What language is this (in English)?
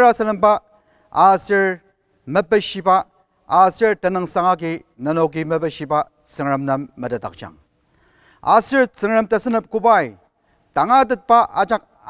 Ao Naga